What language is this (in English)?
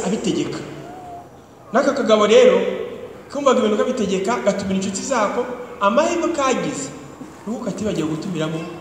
Kinyarwanda